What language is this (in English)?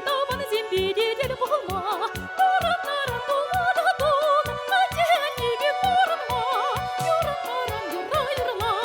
Chuvash